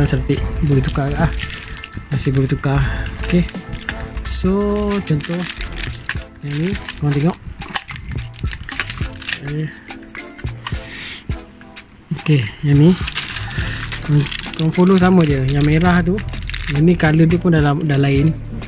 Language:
Malay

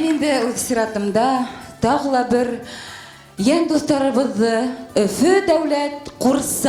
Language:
Bashkir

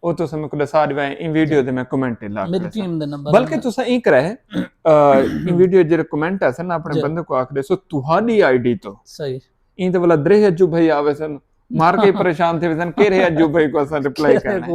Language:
Saraiki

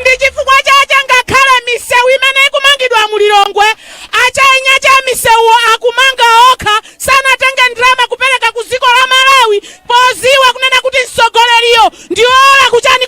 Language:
Nyanja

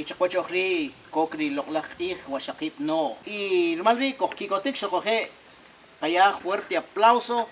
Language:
Kʼicheʼ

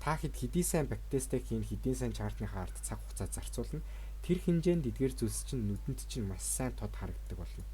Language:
Mongolian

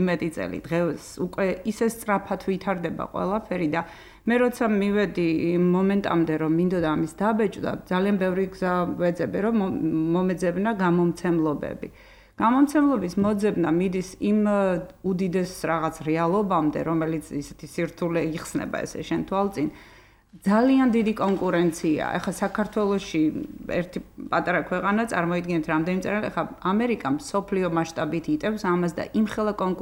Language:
Georgian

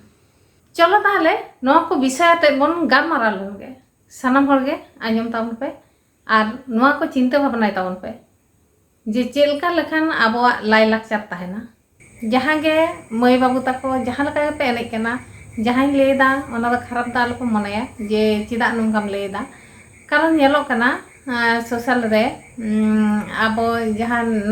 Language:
Santali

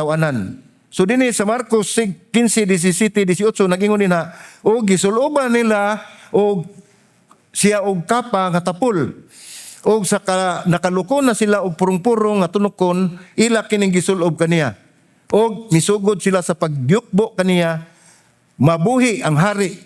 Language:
Cebuano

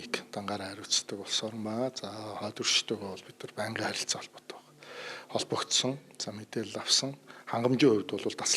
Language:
Mongolian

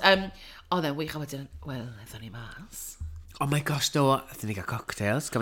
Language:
Welsh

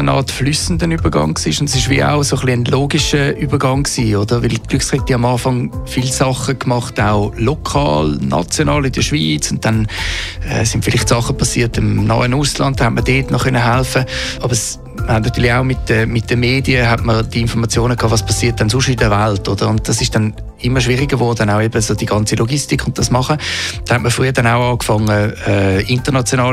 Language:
German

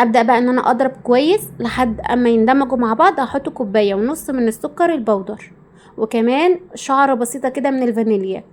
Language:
Egyptian Arabic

